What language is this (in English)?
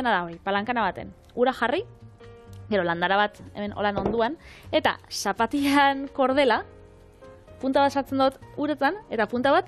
Basque